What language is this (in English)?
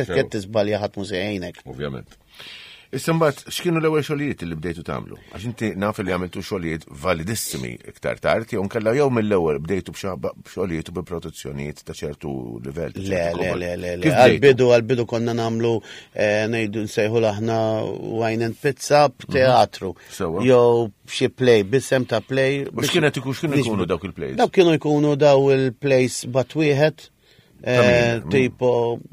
Maltese